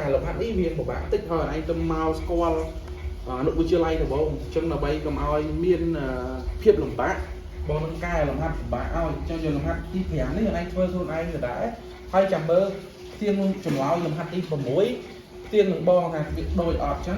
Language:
Khmer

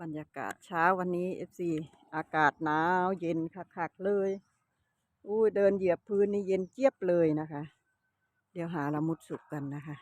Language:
Northeastern Thai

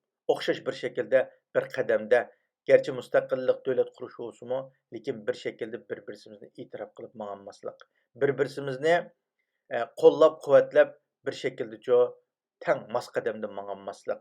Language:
Uyghur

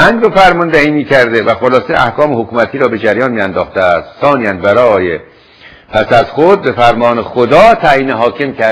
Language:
Persian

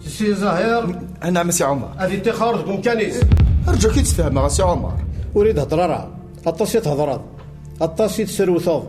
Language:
Kabyle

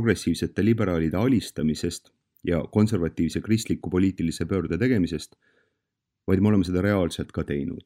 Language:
Estonian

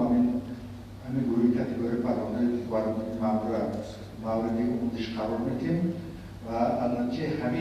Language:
Tajik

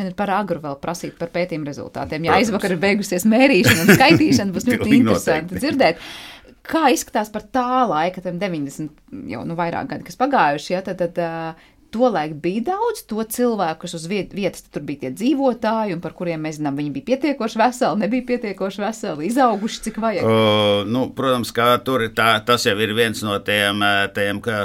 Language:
Latvian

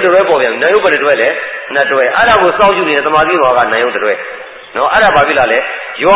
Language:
Burmese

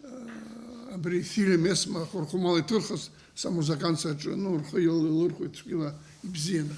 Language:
Abkhazian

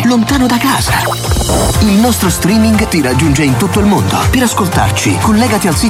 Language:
Italian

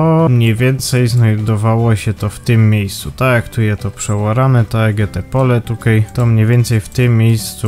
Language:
Silesian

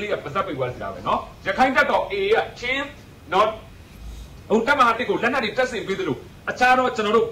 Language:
Burmese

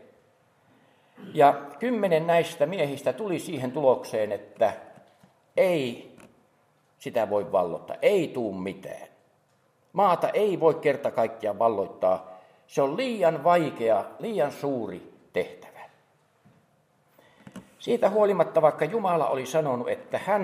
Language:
Finnish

